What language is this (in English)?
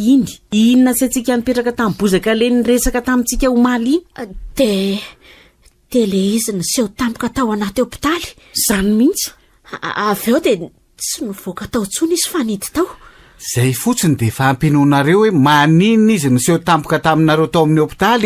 Malagasy